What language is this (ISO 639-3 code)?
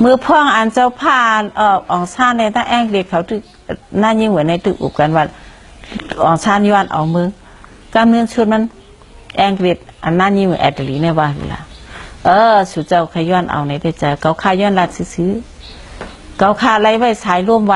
shn